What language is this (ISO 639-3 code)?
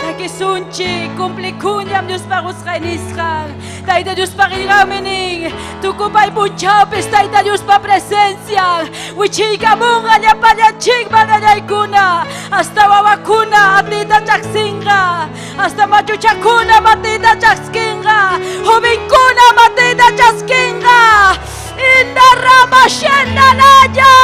quy